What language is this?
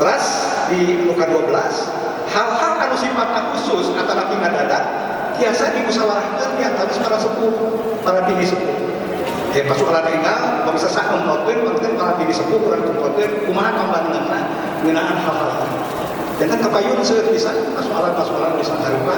Sundanese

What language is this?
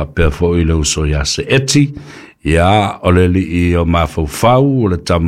Samoan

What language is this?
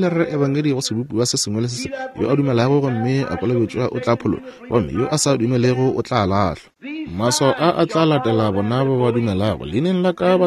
Northern Sotho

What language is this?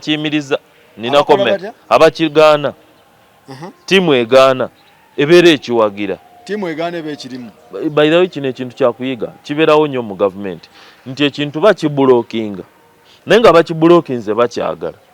Ganda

